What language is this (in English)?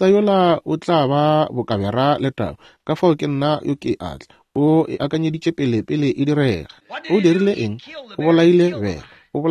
Northern Sotho